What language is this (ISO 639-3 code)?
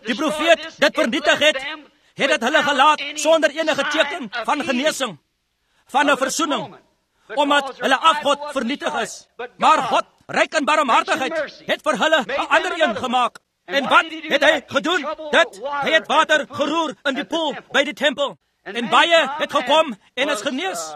afr